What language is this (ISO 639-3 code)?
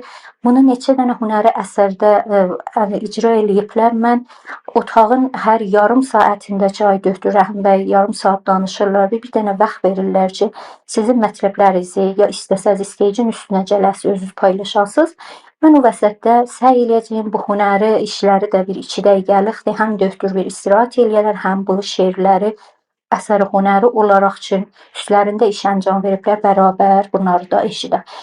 azb